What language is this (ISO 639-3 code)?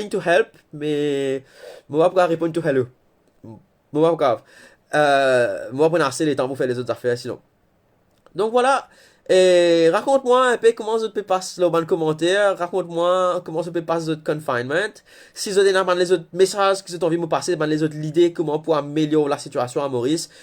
mfe